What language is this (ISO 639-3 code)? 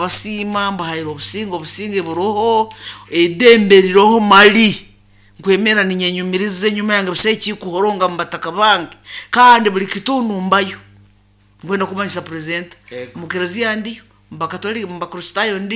nyo